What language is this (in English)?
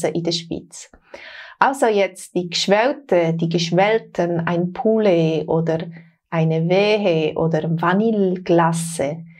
Swiss German